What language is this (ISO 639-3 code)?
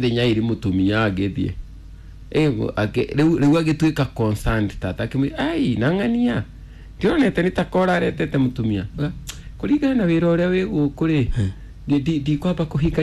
kik